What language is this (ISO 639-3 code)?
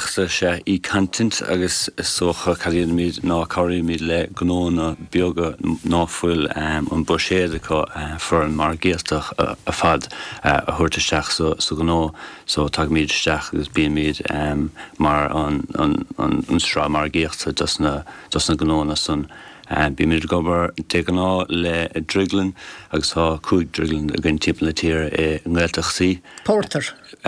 gle